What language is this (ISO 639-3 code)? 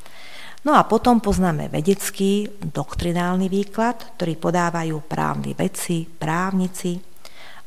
slk